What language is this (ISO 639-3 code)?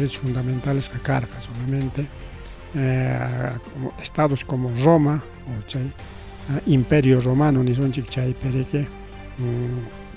quy